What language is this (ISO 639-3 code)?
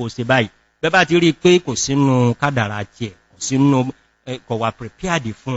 yor